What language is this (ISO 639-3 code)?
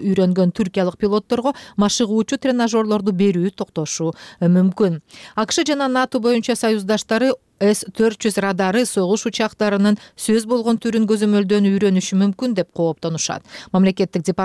kir